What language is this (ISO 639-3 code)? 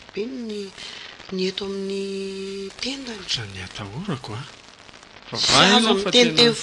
mlg